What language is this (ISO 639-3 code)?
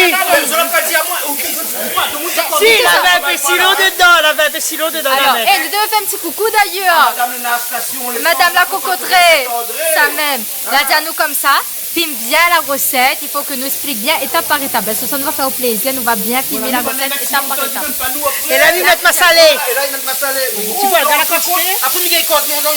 rcf